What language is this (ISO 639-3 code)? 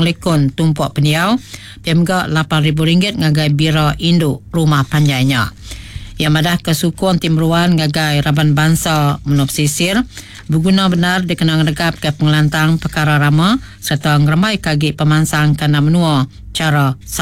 iba